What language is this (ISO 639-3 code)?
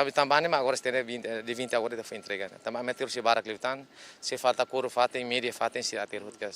tet